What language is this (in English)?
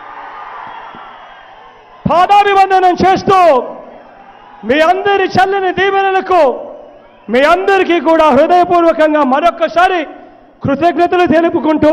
Telugu